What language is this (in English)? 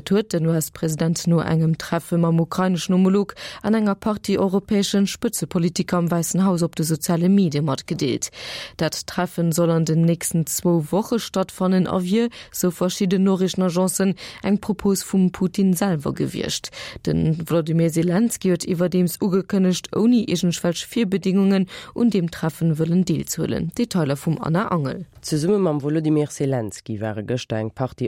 Luxembourgish